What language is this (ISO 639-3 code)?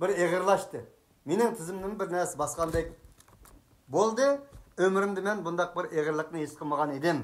uig